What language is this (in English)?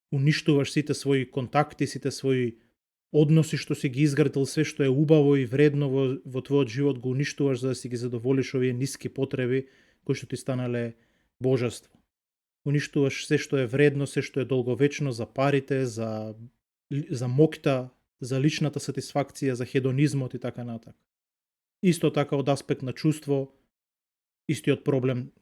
Macedonian